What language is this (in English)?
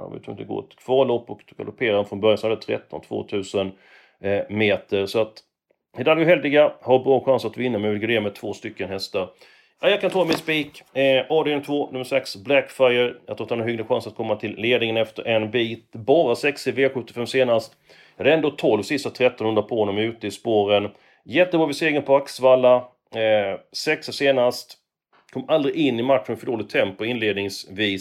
Swedish